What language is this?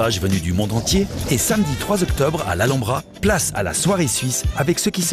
French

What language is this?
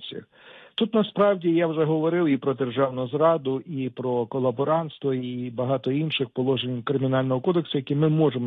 Ukrainian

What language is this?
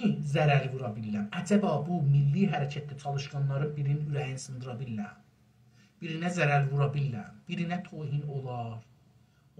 South Azerbaijani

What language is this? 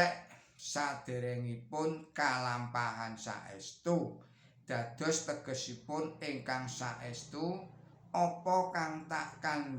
Javanese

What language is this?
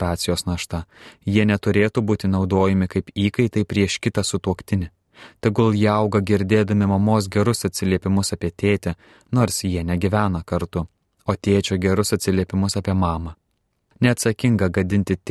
Lithuanian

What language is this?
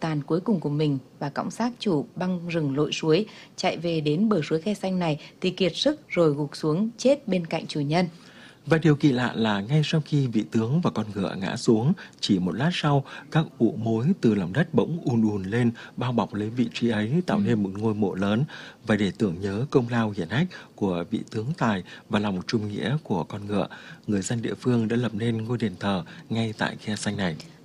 Vietnamese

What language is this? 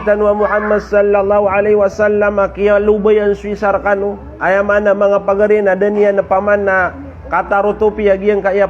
Maranao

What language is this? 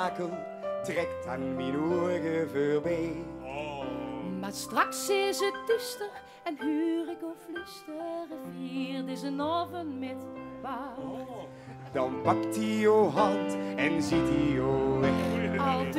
Limburgish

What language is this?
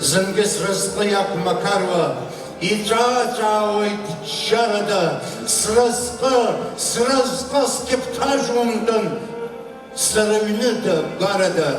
Abkhazian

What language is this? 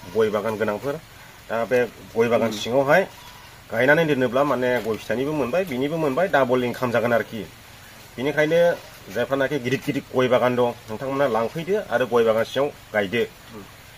Bodo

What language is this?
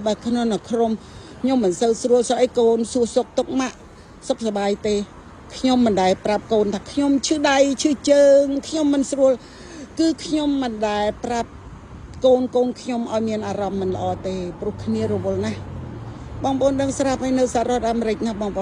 Khmer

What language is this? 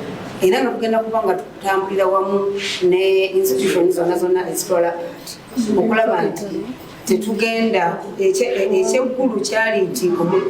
Ganda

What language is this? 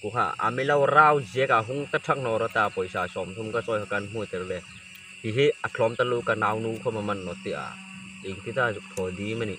Hmar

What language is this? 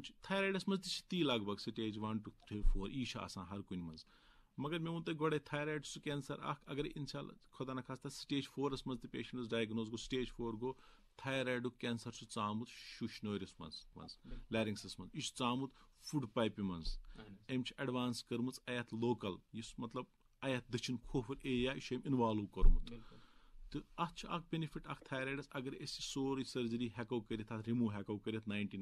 Kashmiri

